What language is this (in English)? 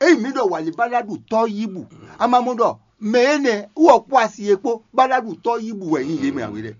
Fon